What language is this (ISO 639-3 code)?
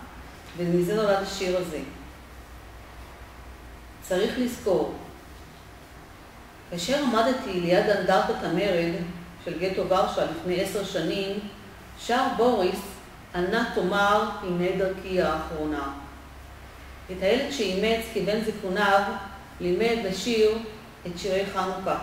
heb